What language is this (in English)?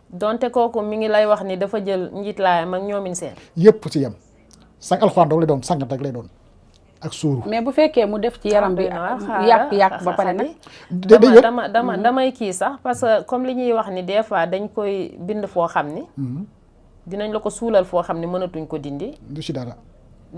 Wolof